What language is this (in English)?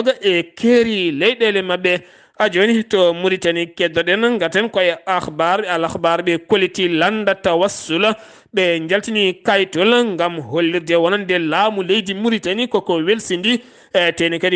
Fula